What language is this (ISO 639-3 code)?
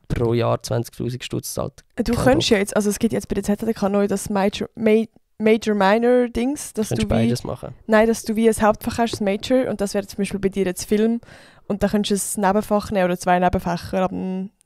gsw